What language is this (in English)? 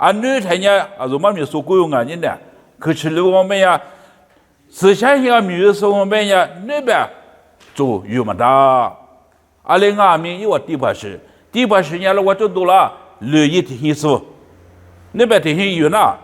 Lisu